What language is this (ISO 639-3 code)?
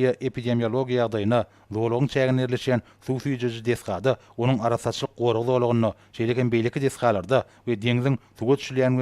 tuk